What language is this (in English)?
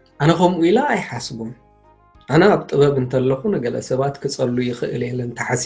Tigrinya